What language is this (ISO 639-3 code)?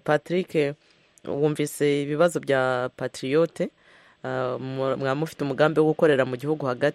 kin